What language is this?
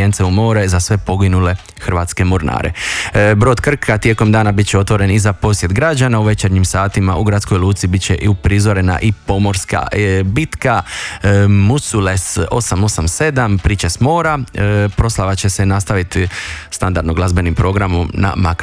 Croatian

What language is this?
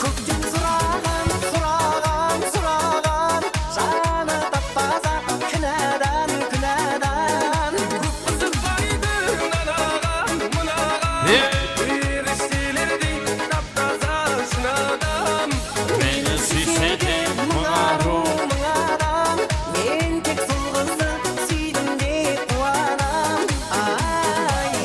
Kara-Kalpak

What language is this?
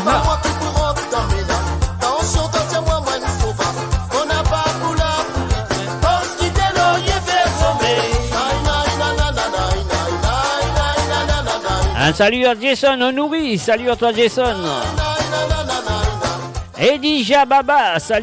Morisyen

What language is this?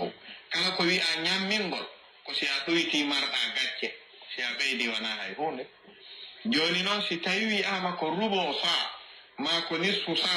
Fula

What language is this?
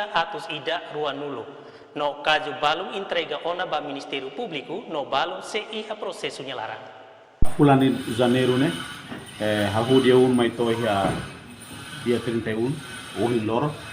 Tetum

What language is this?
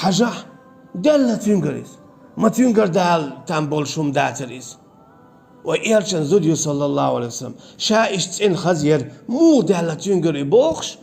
Chechen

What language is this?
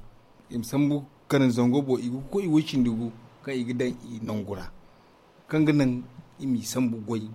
Zarma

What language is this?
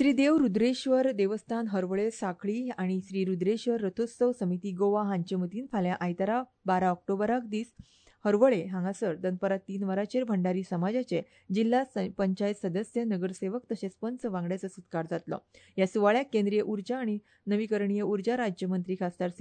Konkani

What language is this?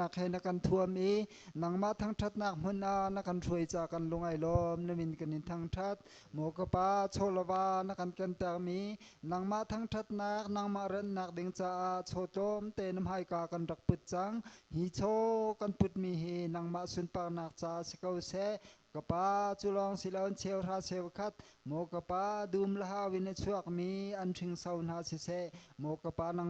Hakha Chin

